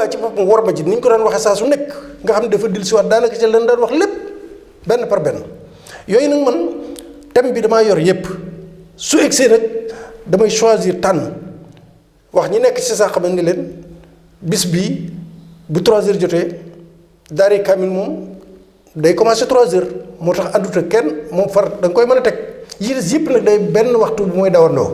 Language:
Wolof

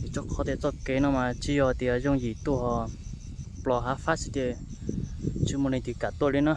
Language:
Hmong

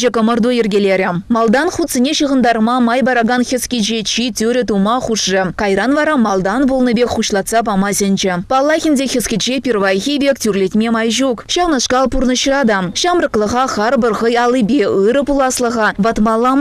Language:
Chuvash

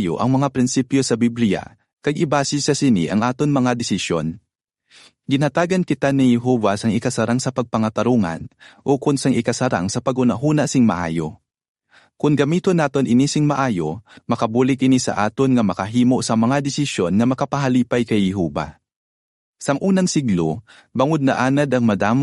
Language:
Hiligaynon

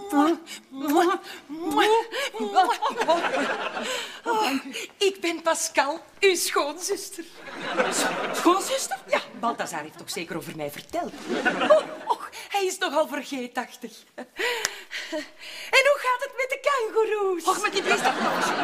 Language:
Dutch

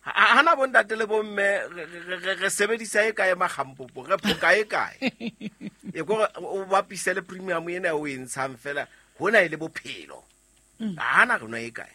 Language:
Southern Sotho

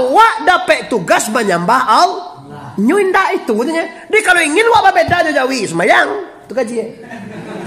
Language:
Minangkabau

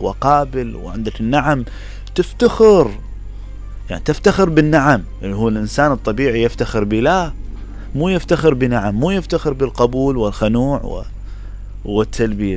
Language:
Mesopotamian Arabic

